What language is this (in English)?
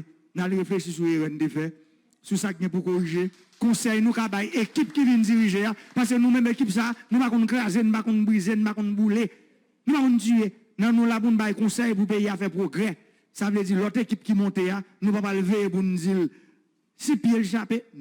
Haitian Creole